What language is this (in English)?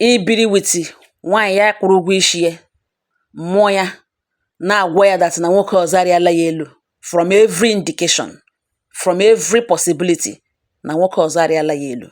Igbo